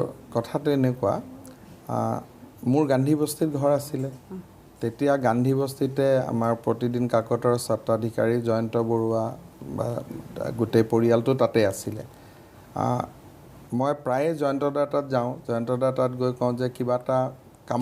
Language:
Assamese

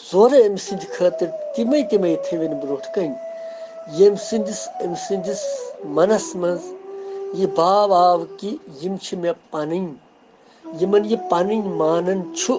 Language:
Kashmiri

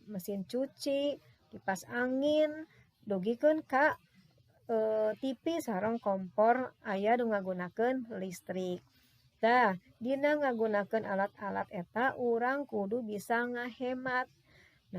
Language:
Sundanese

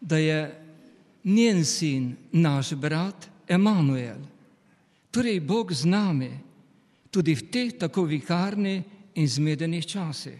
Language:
Slovenian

